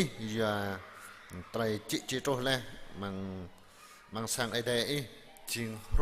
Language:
Jarai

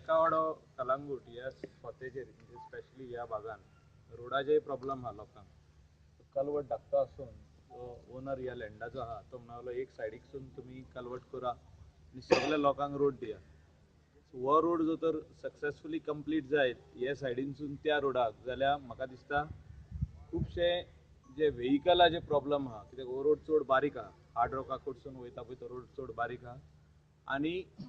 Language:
Konkani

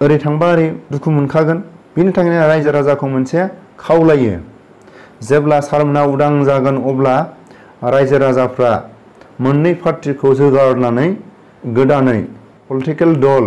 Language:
Bodo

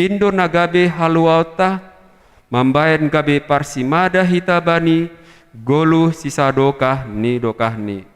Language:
Batak Simalungun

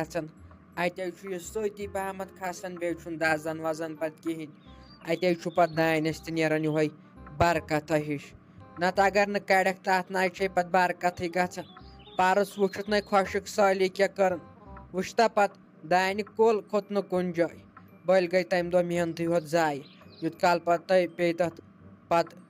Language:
Kashmiri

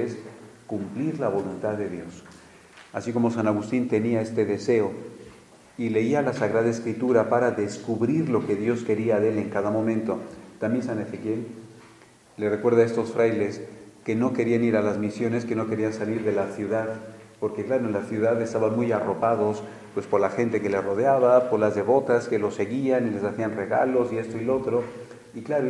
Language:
Spanish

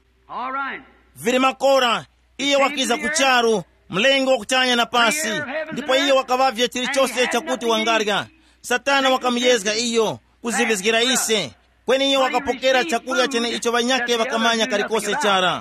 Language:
Tumbuka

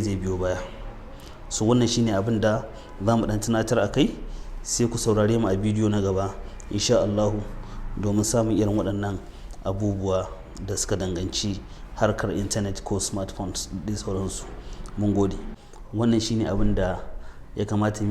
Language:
Hausa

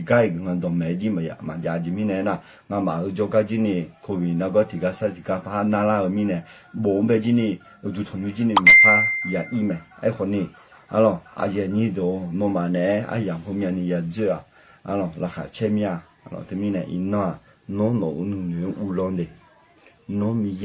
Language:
Akha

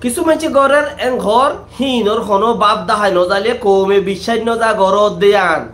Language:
Rohingya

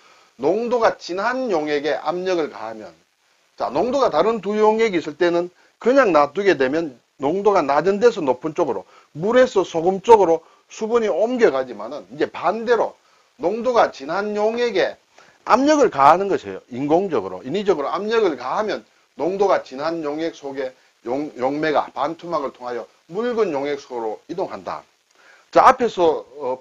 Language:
Korean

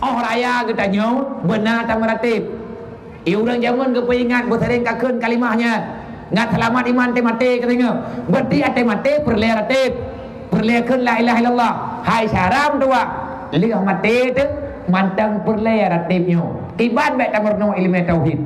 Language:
Achinese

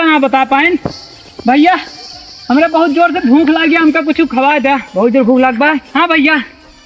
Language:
Awadhi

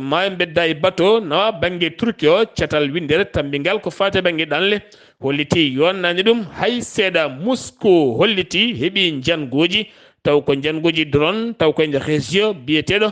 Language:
Fula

